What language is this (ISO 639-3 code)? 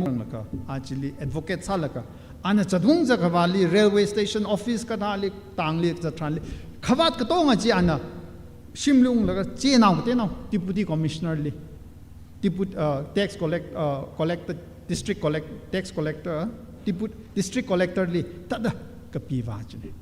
nmf